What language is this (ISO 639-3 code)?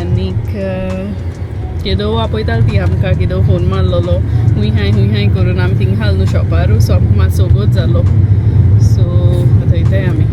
kok